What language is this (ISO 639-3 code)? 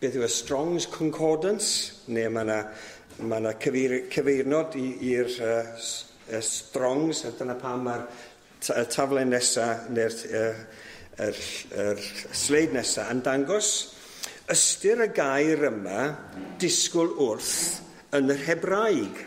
cym